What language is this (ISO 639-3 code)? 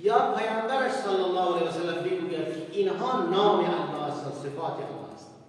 fas